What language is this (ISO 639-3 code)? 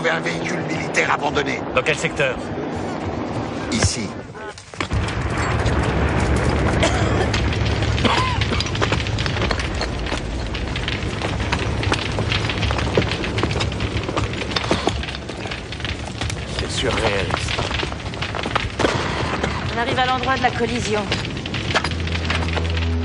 fra